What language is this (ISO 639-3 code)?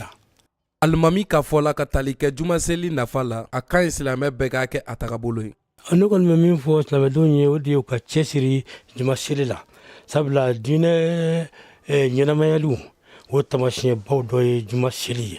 bam